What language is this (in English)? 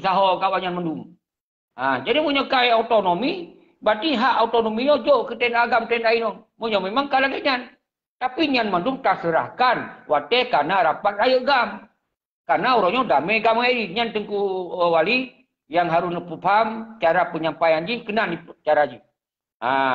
Achinese